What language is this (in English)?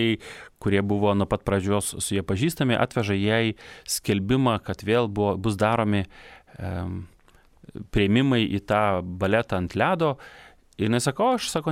Lithuanian